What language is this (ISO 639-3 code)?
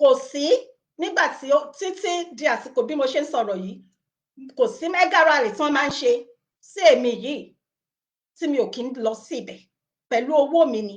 yor